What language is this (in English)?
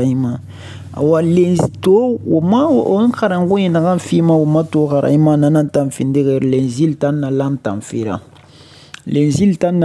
Susu